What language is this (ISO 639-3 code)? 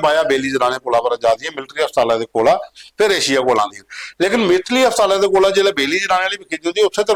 doi